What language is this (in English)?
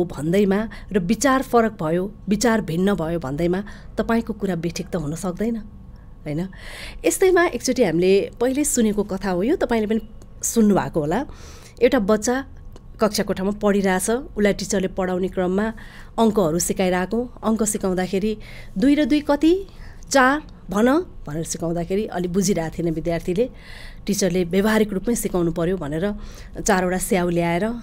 Nepali